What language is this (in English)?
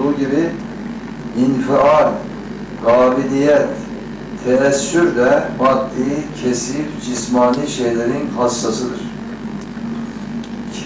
Turkish